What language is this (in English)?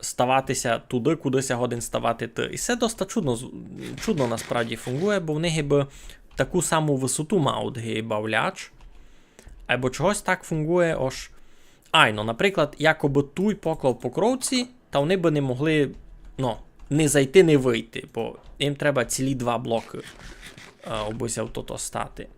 Rusyn